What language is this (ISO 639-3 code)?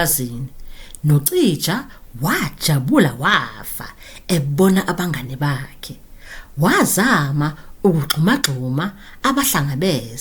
zul